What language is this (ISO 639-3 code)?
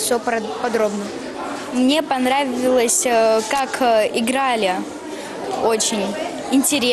rus